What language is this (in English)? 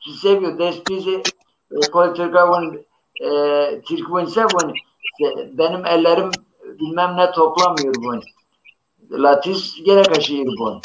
Zaza